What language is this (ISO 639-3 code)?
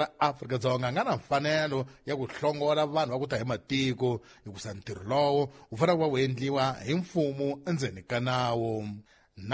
tso